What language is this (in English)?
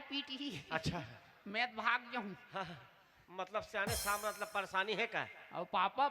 Chhattisgarhi